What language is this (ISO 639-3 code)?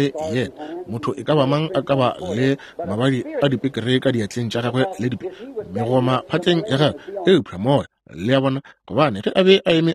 nso